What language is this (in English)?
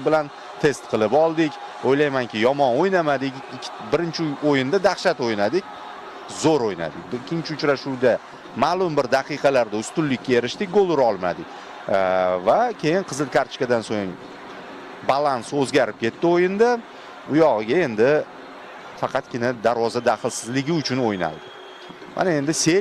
Uzbek